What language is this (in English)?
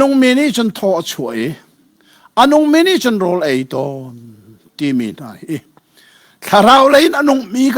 Hakha Chin